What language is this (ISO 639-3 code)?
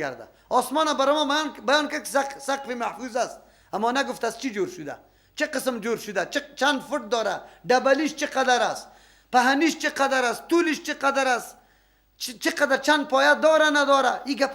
fas